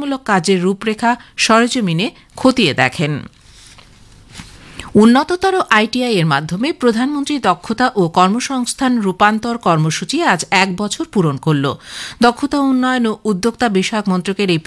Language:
Bangla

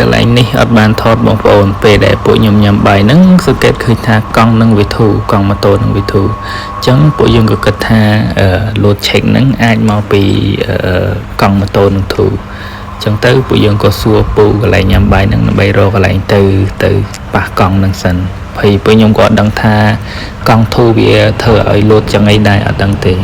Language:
Khmer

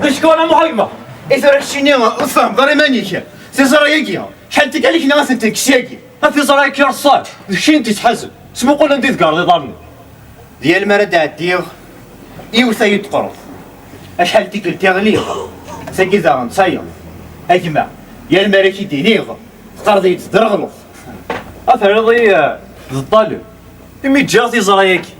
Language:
Kabyle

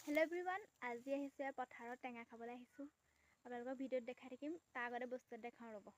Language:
Assamese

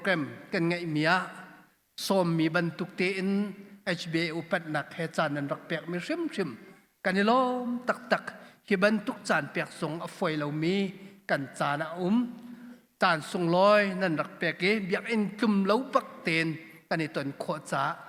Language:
Hakha Chin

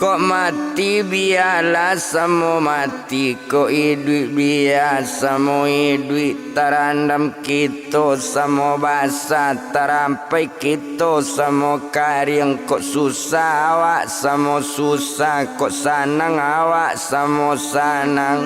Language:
Minangkabau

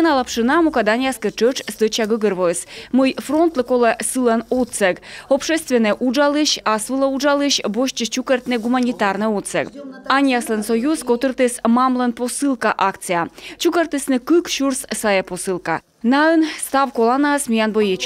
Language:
Komi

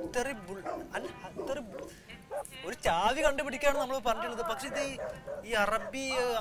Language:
Malayalam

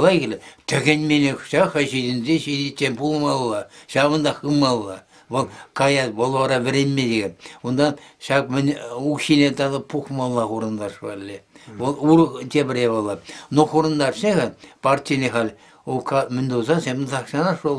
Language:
Chuvash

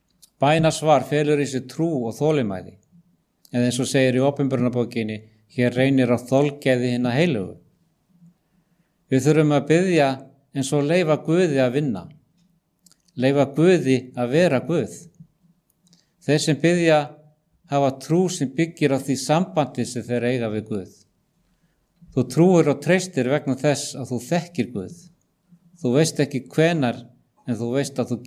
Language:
Icelandic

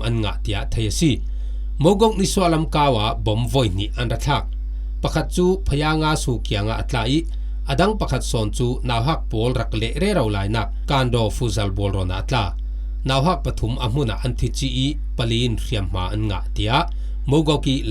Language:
Falam Chin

